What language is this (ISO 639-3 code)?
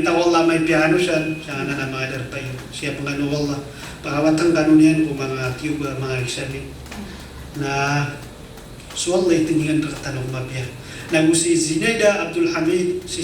mrw